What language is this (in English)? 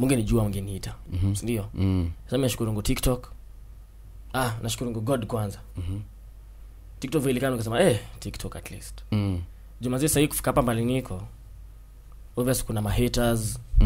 Swahili